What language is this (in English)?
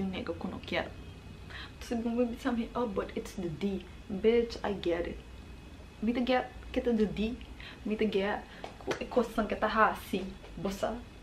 Papiamento